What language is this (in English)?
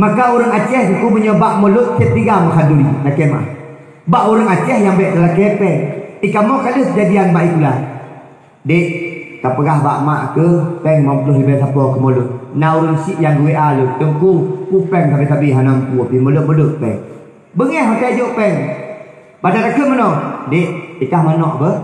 Achinese